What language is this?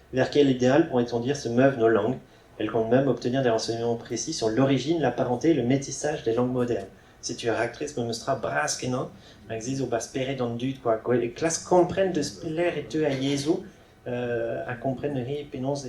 Breton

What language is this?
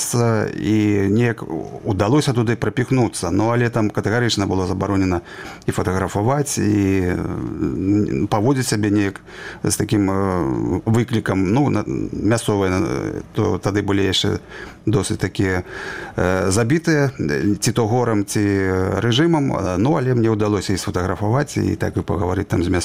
Belarusian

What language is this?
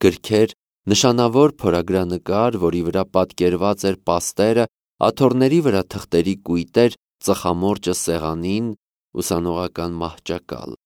Armenian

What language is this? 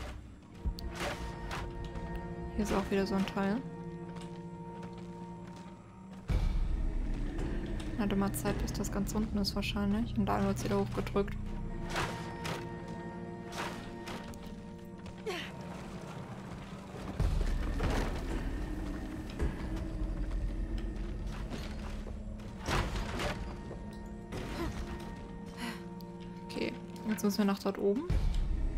German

